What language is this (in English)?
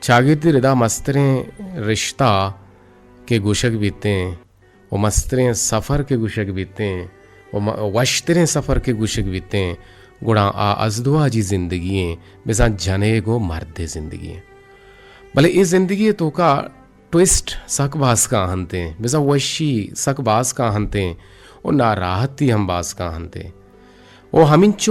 Eastern Balochi